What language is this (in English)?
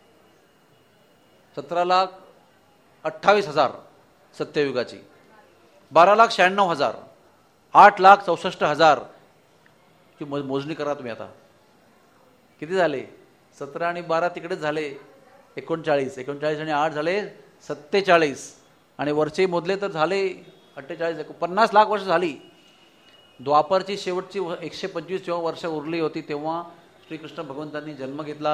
Marathi